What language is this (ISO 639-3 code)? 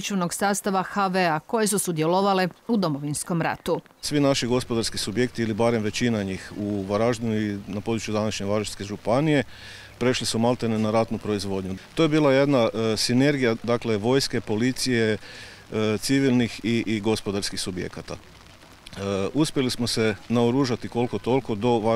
hrv